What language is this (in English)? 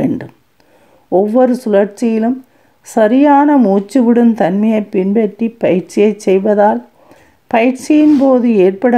Tamil